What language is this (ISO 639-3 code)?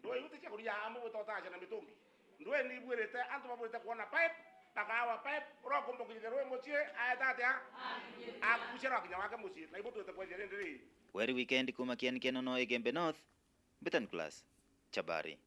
mer